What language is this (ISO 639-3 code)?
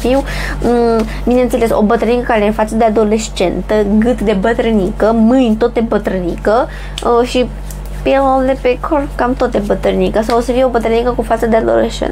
ron